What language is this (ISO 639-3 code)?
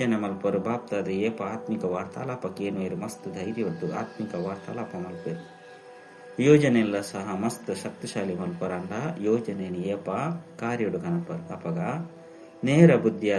tcy